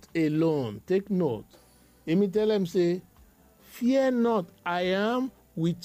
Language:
Bislama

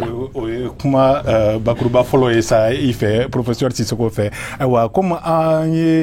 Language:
Bambara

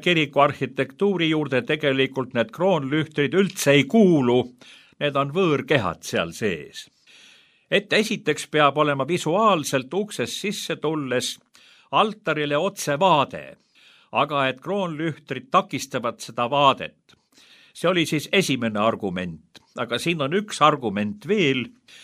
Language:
Estonian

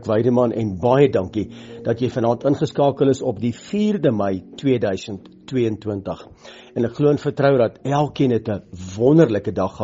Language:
Afrikaans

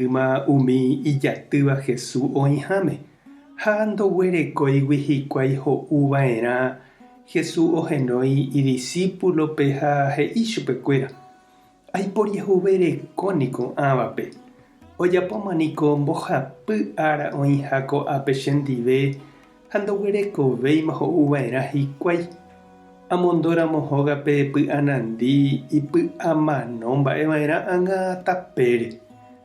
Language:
Guarani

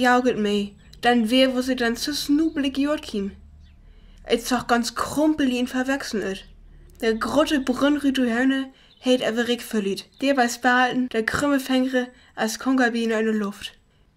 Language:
Northern Frisian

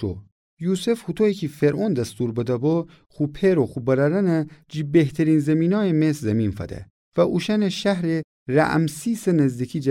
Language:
Gilaki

